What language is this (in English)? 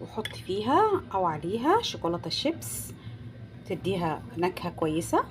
Egyptian Arabic